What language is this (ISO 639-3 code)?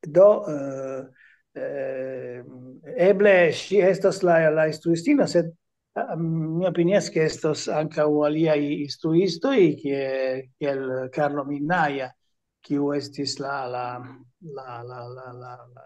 epo